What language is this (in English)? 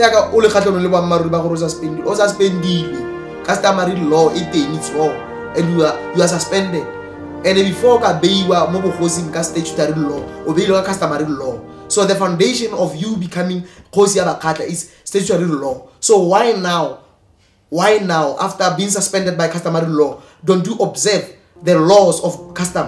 Tswana